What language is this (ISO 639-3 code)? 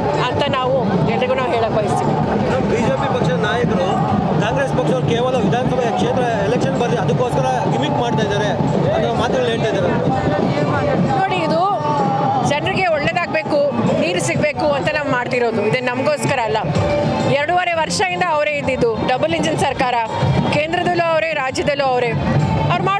kan